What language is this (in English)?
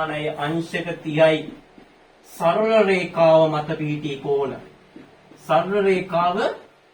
Sinhala